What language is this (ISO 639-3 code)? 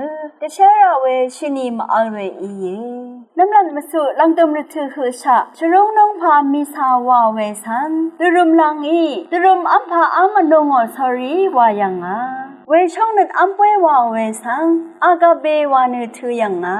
raw